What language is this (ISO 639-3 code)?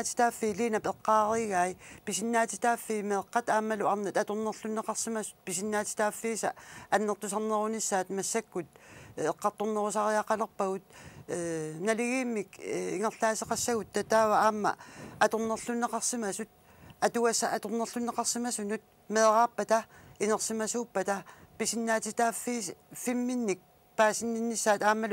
kal